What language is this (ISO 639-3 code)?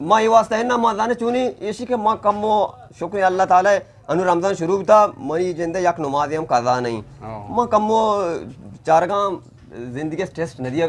bgp